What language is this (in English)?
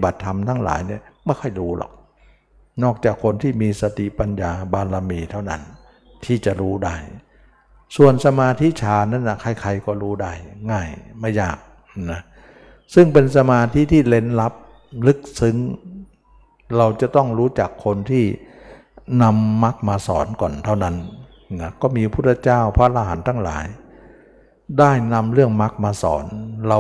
Thai